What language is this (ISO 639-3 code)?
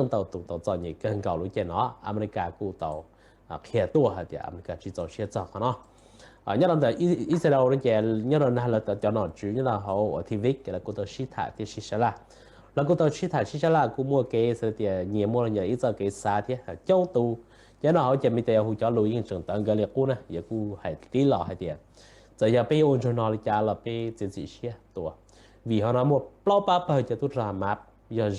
hmn